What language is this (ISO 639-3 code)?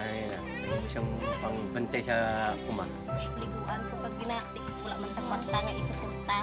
hil